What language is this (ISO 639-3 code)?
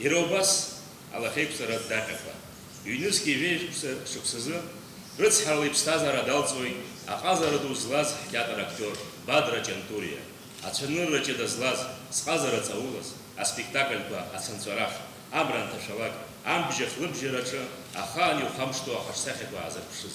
abk